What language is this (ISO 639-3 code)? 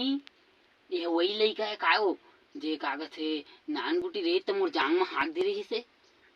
hne